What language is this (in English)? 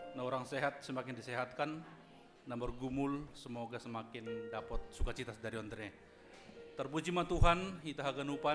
Batak Simalungun